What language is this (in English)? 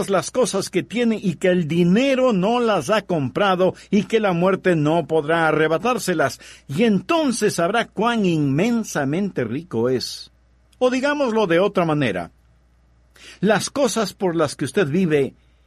Spanish